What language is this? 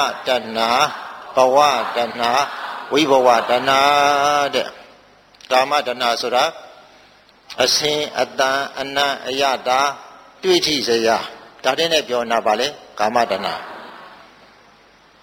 Burmese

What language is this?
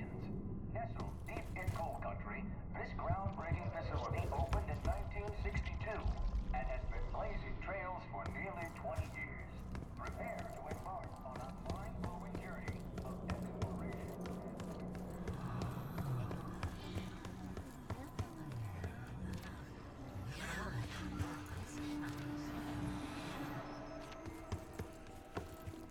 English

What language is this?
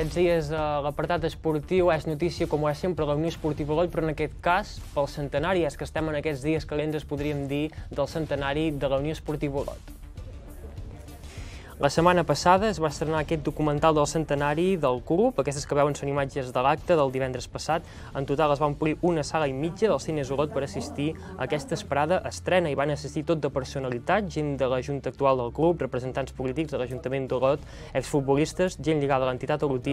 Catalan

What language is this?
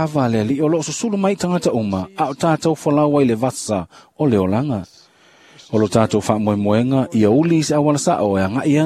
Samoan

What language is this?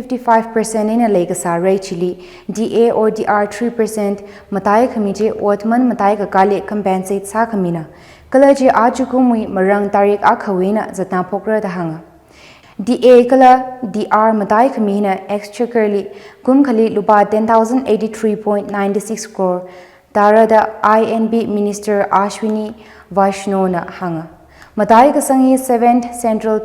Tangkhul Naga (India)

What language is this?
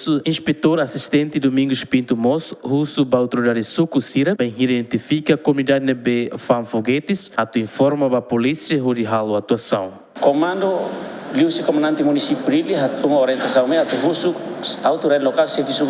Tetum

